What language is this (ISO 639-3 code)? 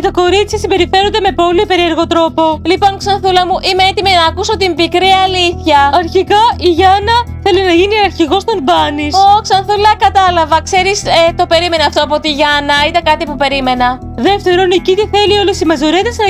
ell